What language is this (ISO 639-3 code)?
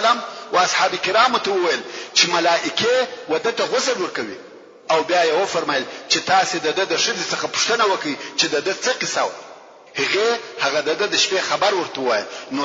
pus